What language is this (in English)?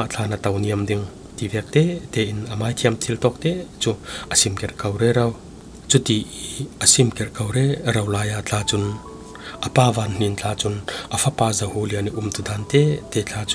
Falam Chin